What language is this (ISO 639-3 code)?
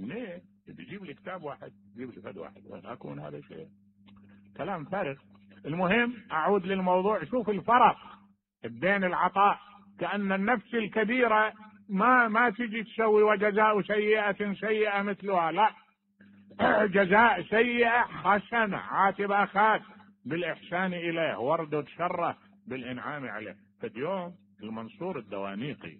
acm